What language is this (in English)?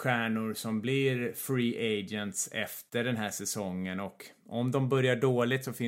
Swedish